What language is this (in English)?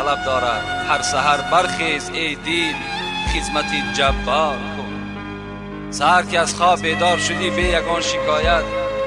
Tajik